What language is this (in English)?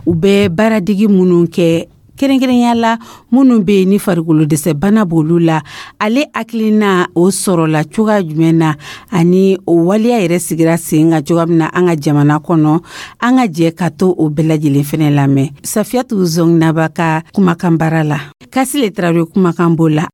Dyula